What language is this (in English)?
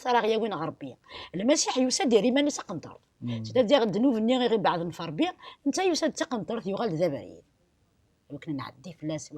Kabyle